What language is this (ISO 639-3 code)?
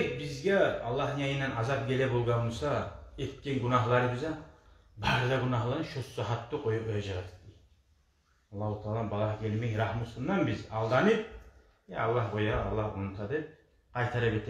kum